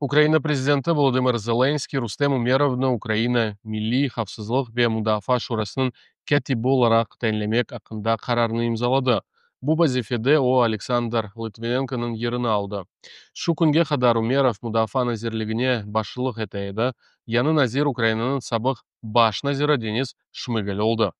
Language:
Crimean Tatar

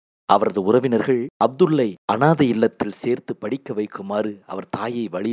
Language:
Tamil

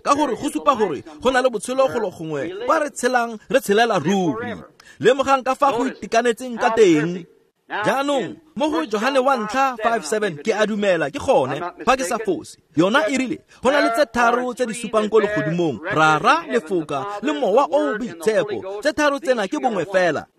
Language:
Tswana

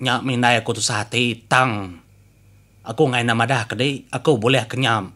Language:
Iban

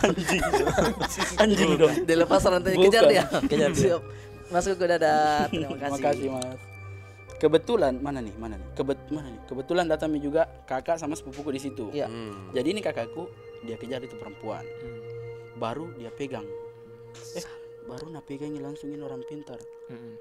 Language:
Makassar Malay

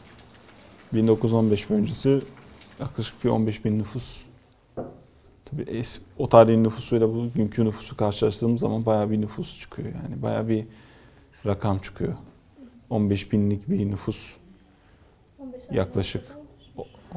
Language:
Turkish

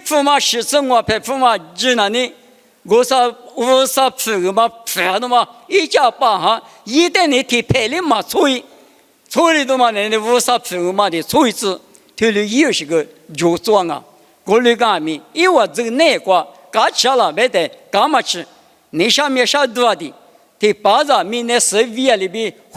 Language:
Lisu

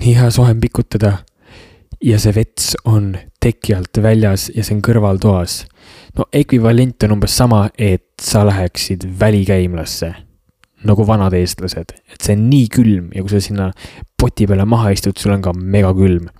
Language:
Estonian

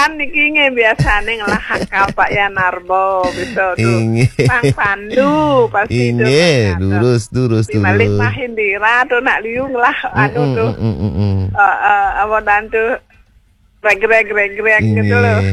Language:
Balinese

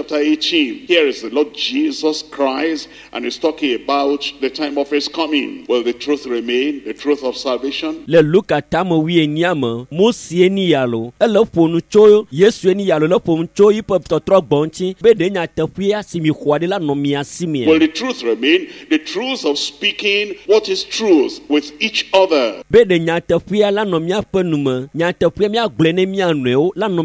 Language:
Ewe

